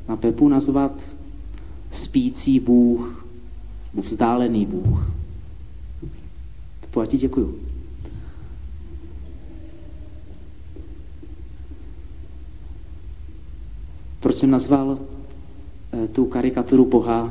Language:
Czech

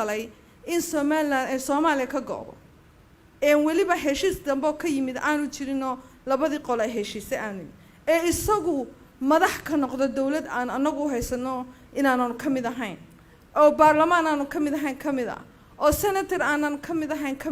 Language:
Somali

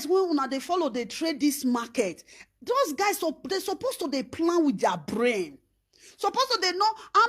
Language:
Nigerian Pidgin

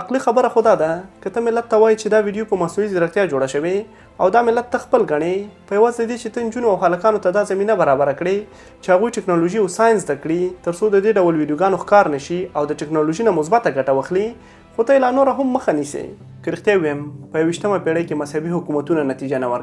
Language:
Pashto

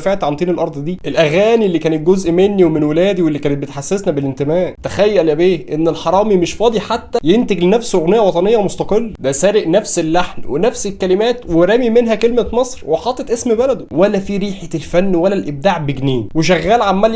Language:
Egyptian Arabic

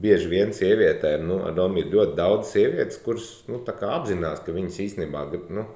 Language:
Latvian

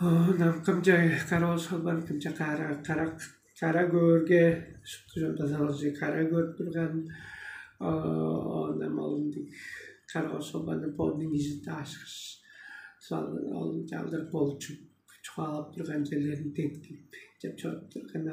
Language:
Tuvinian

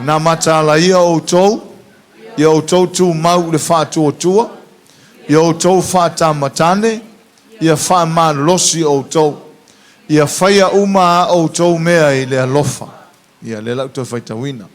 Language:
Samoan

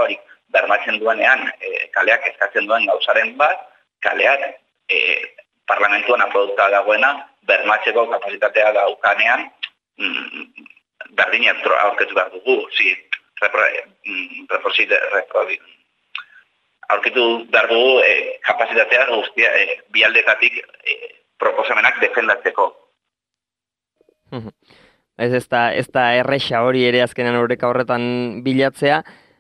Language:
Basque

